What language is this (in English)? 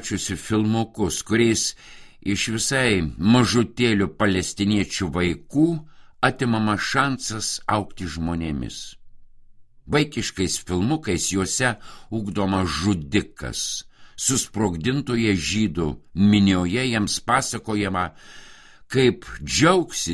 Lithuanian